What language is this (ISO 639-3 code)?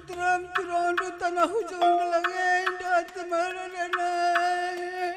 btx